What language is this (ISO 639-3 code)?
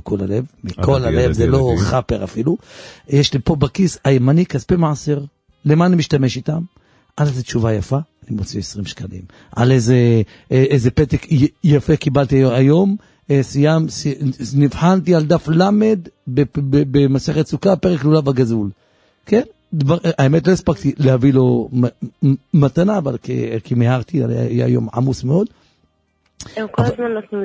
heb